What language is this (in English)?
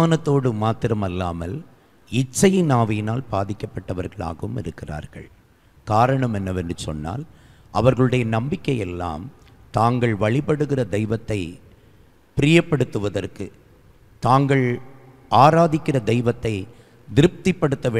Tamil